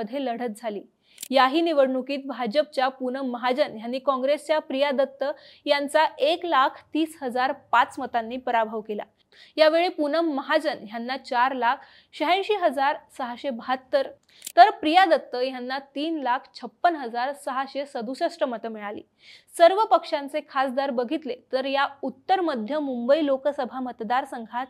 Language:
Marathi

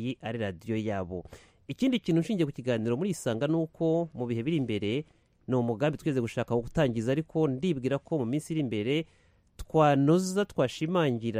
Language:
Kinyarwanda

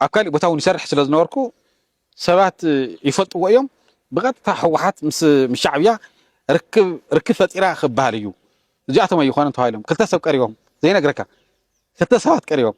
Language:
Tigrinya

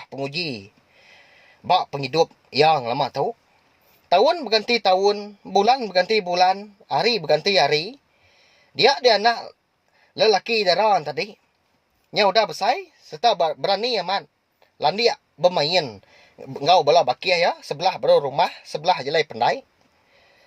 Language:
Iban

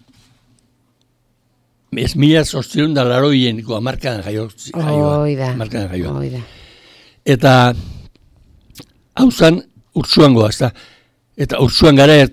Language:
Basque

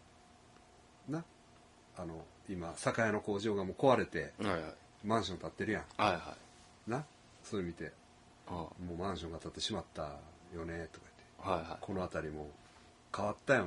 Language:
Japanese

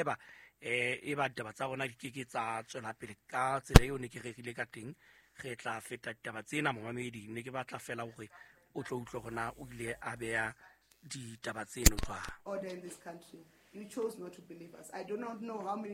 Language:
Southern Sotho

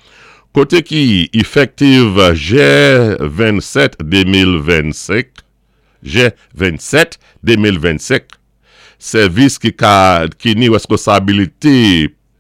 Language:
Saint Lucian Creole French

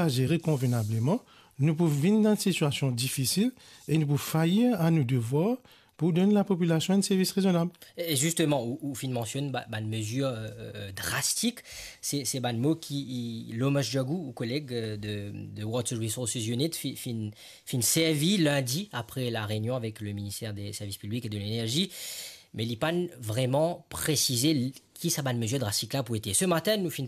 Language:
Morisyen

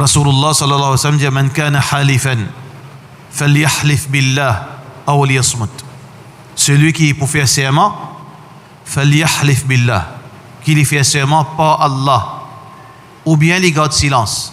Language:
Morisyen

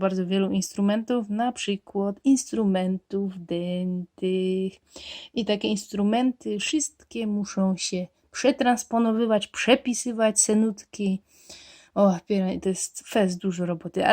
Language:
Silesian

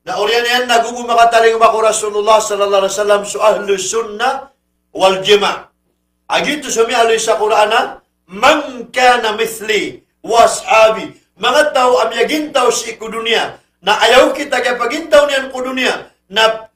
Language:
Maranao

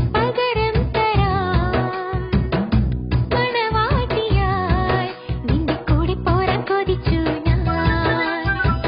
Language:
Malayalam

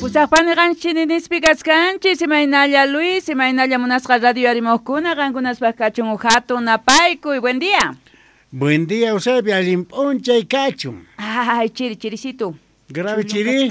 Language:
South Bolivian Quechua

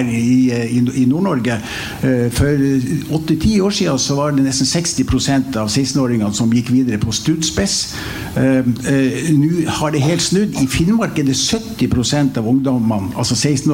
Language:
Norwegian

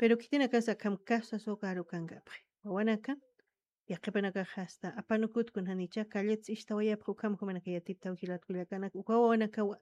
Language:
Aymara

